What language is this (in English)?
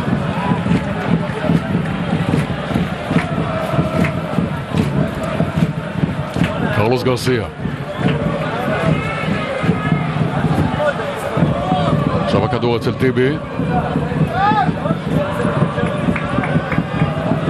Hebrew